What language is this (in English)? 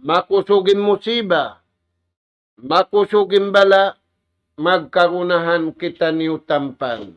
Tausug